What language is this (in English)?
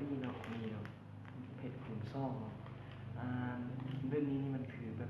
Lao